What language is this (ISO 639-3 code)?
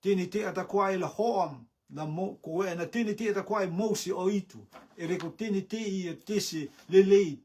rtm